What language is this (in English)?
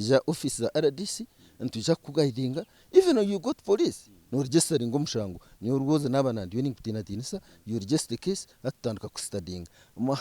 Nyankole